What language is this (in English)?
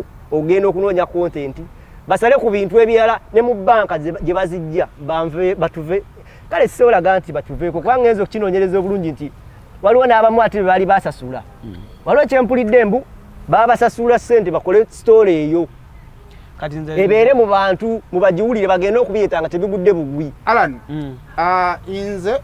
Ganda